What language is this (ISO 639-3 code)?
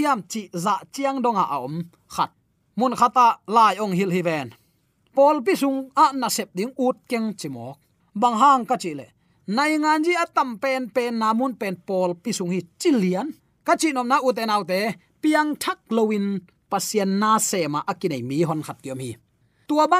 ctd